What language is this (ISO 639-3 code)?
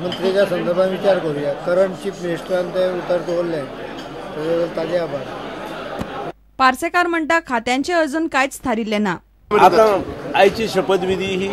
kok